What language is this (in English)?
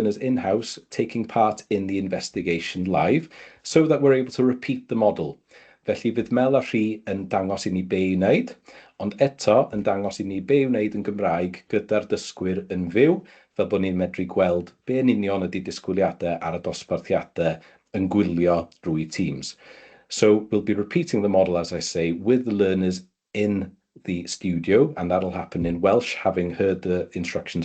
Welsh